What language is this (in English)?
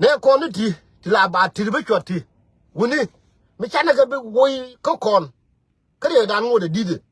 Nuer